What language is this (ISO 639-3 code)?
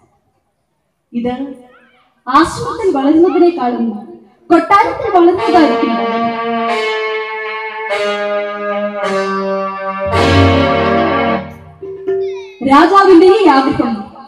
mal